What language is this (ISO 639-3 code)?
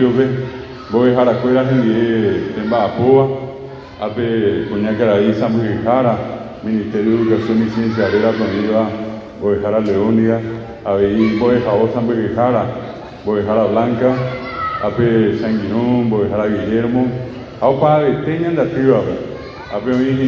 grn